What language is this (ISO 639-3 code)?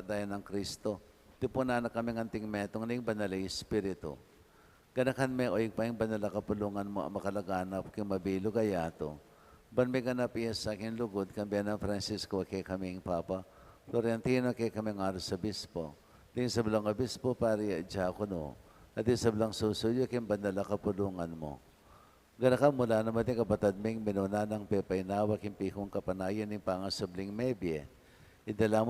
pam